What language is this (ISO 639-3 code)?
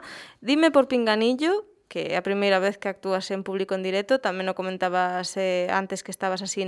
glg